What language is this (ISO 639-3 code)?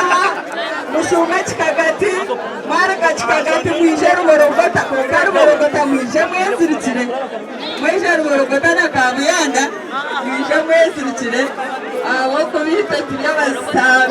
nyn